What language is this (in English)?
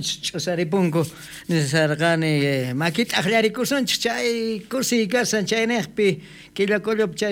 South Bolivian Quechua